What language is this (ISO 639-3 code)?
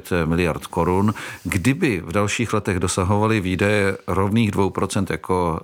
ces